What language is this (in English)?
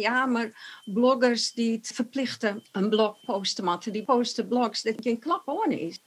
Western Frisian